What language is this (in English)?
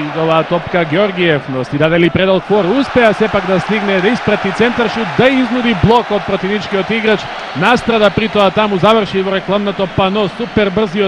Macedonian